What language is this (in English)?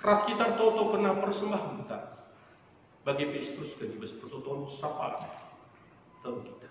Batak Karo